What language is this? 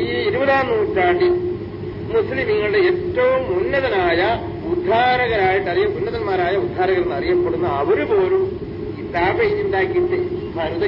Malayalam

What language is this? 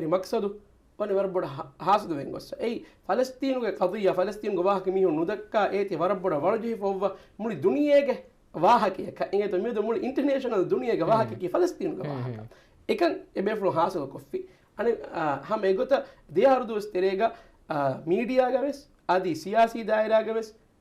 Divehi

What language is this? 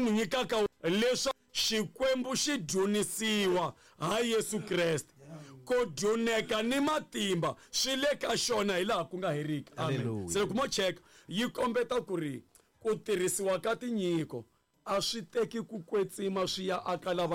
Tsonga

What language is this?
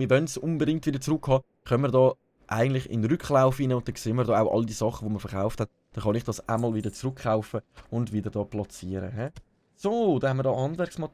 Swiss German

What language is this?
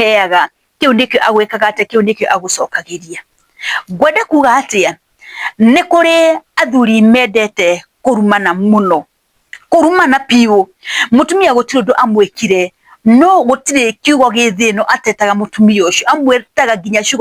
Kikuyu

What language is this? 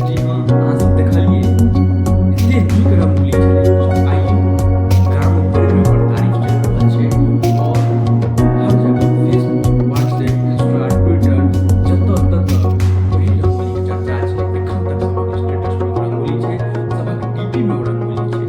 Maithili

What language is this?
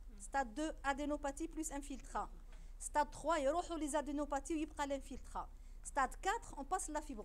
French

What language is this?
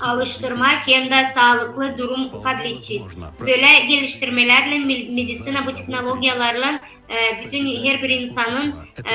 Gagauz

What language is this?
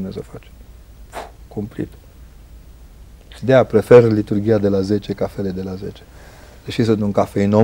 Romanian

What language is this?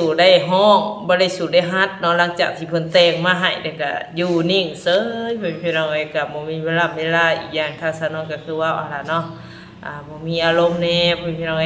Northeastern Thai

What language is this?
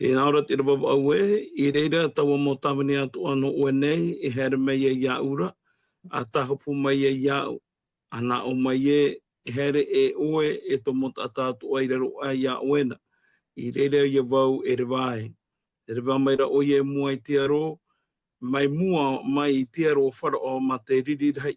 Tahitian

